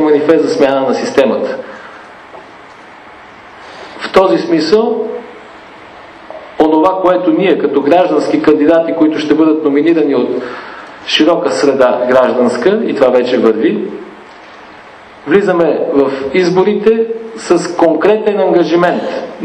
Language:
Bulgarian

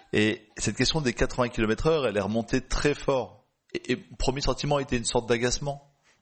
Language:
French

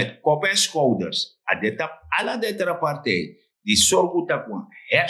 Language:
Sranan Tongo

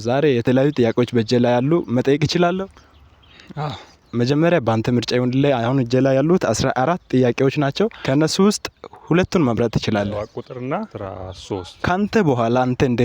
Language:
Amharic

